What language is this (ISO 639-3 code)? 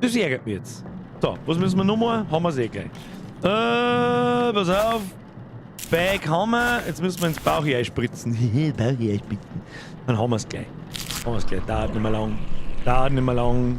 bar